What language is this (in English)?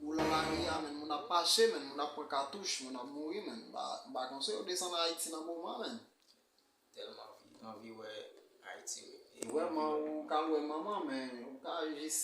Haitian Creole